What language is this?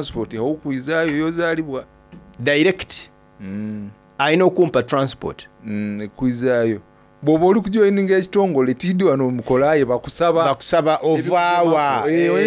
Soga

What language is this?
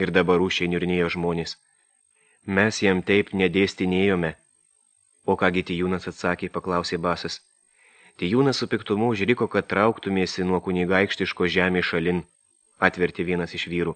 Lithuanian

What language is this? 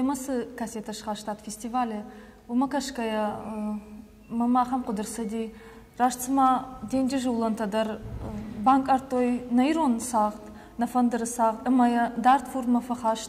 Ossetic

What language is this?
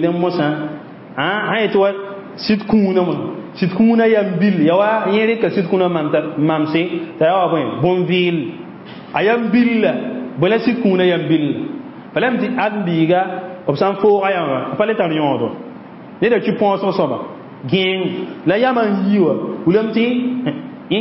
Mossi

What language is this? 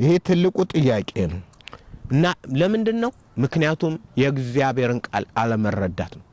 Amharic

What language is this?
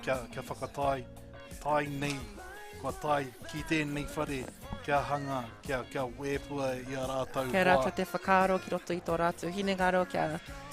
Māori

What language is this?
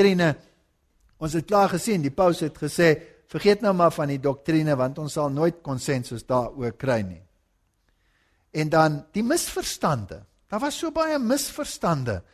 Afrikaans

